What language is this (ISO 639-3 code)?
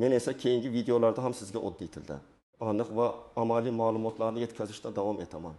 uzb